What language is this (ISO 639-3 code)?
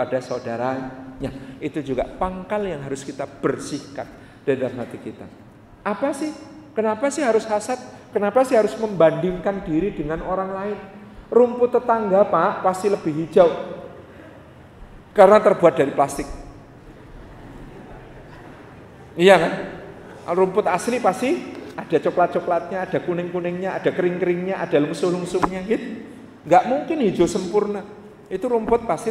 ind